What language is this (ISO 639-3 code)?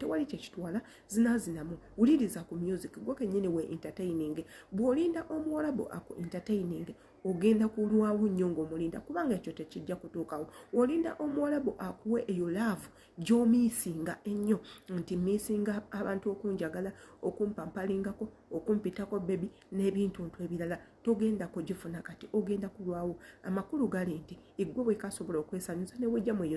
lug